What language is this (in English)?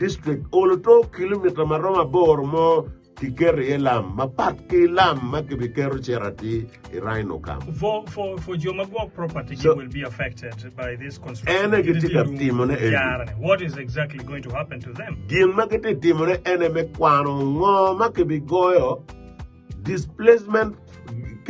Acoli